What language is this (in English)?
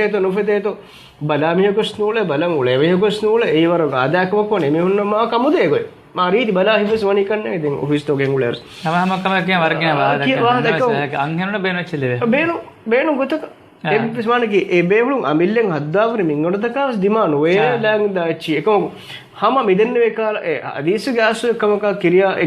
Divehi